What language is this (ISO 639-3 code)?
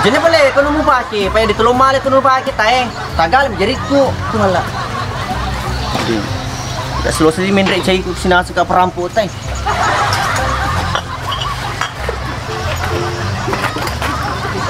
msa